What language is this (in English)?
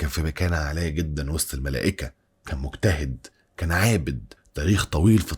Egyptian Arabic